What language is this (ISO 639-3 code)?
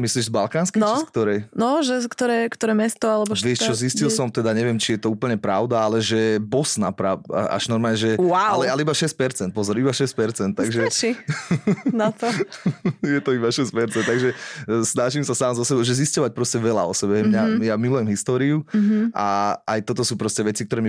slk